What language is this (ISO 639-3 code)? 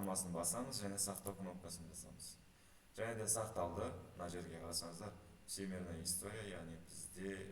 kaz